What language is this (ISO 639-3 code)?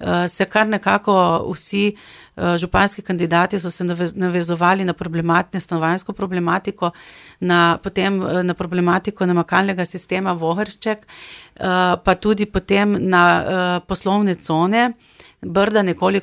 slv